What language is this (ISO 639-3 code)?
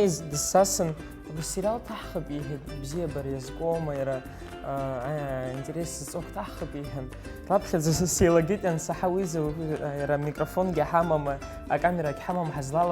abk